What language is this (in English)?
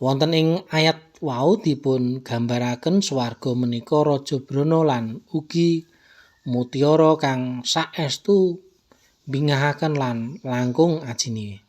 Javanese